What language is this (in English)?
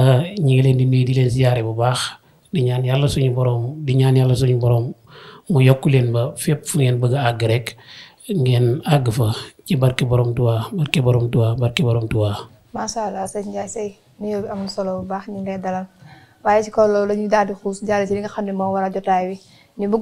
Wolof